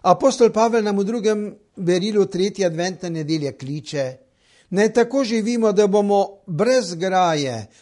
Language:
Slovenian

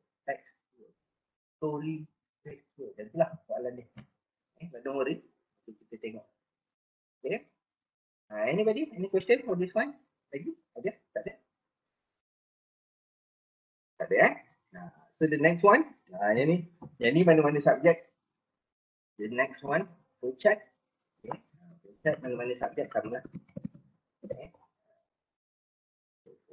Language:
Malay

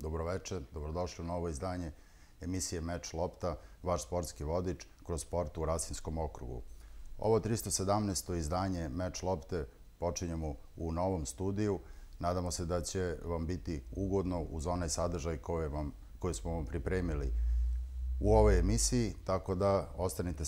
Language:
Serbian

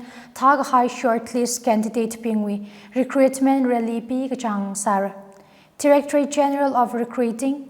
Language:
Tangkhul Naga (India)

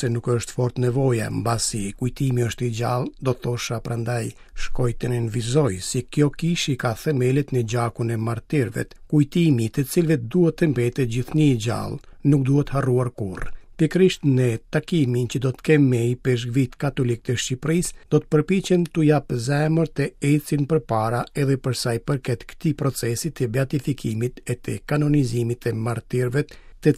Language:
Albanian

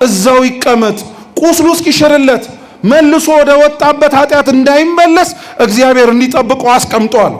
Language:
Amharic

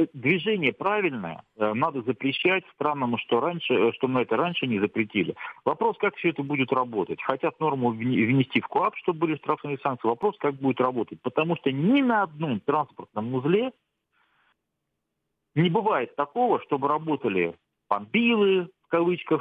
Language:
Russian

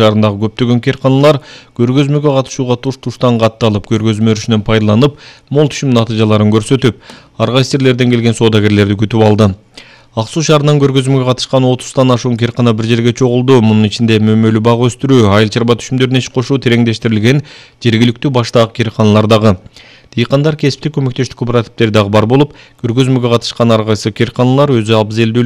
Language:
Kyrgyz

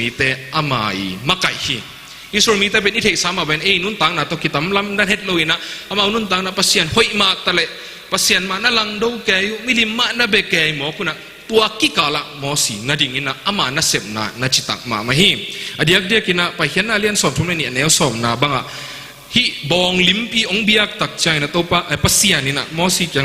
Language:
Tedim Chin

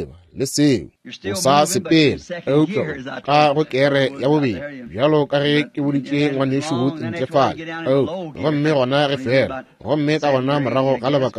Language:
Northern Sotho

